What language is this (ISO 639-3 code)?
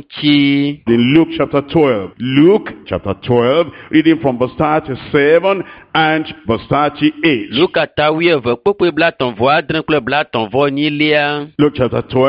ewe